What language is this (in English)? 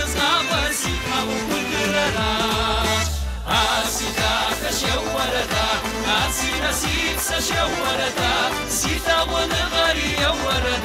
Kabardian